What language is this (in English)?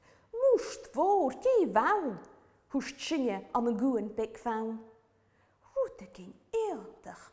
Scottish Gaelic